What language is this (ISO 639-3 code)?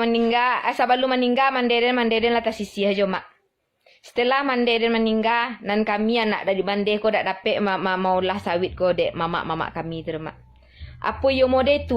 min